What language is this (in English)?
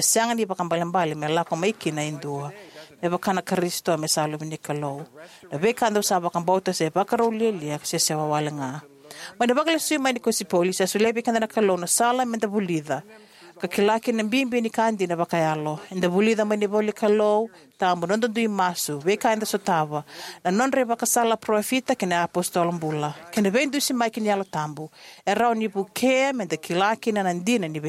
Fijian